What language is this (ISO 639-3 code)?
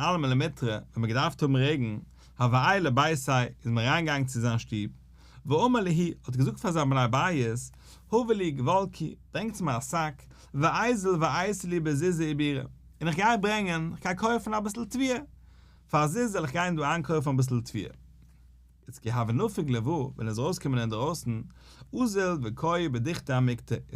yid